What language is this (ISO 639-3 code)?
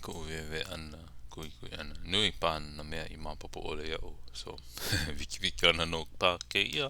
haw